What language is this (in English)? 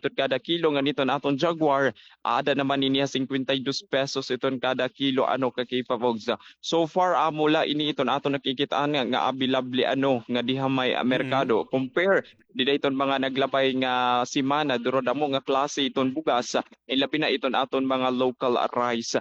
Waray